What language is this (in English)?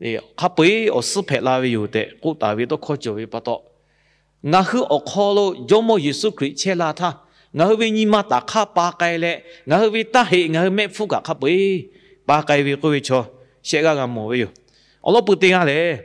Lahu